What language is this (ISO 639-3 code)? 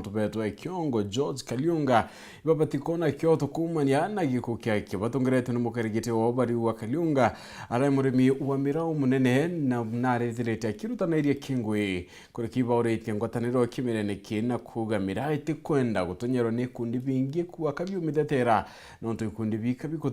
mer